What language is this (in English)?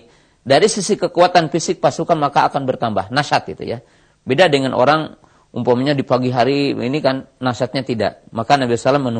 Indonesian